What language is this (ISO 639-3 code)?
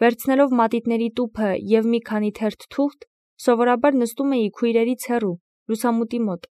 hye